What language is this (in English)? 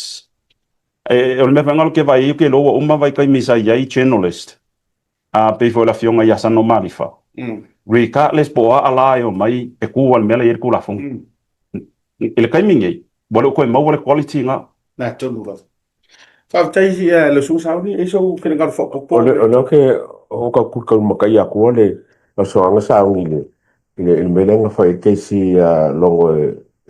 Samoan